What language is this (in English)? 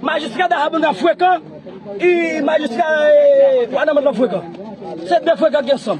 Haitian Creole